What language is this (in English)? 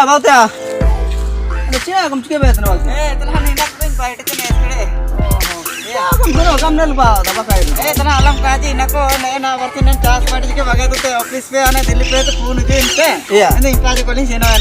Ho